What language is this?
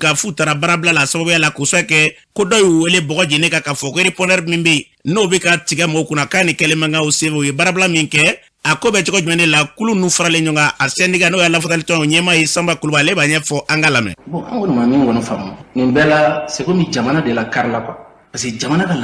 Bambara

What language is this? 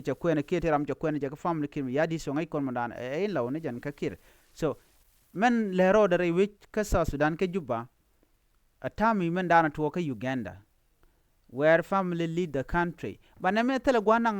Nuer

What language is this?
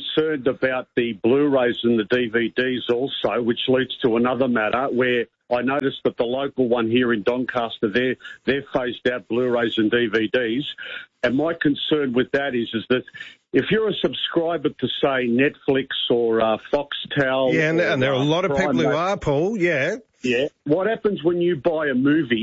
English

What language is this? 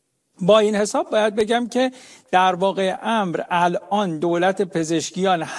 Persian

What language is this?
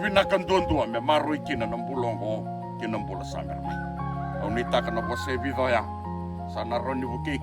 Fijian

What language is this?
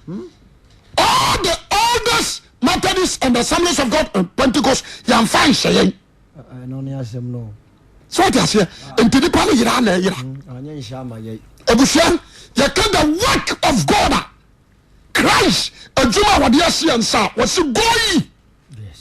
Akan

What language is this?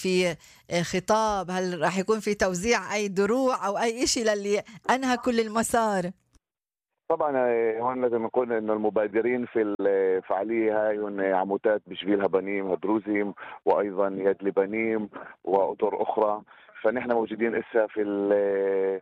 North Levantine Arabic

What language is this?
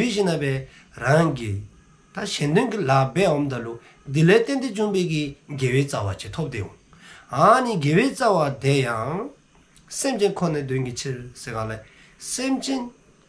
Dzongkha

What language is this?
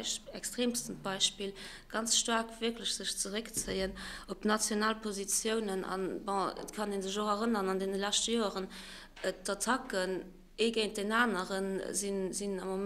Luxembourgish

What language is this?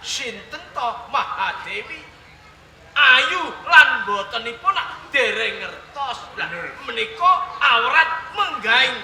Javanese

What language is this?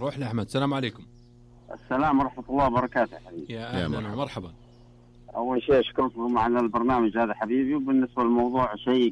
Najdi Arabic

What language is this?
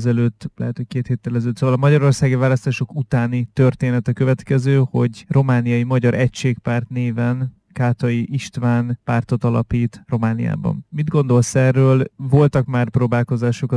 Hungarian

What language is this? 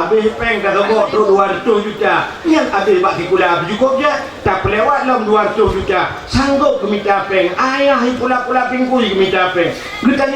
Achinese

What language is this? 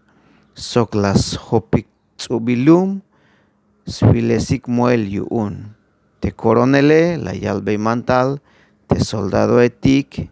Tzeltal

